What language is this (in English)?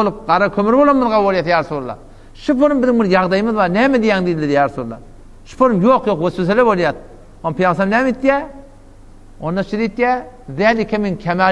Turkmen